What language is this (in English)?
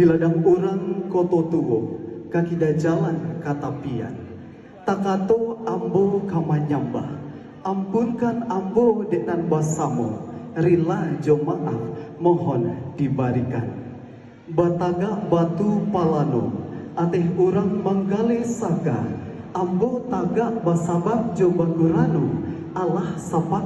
Minangkabau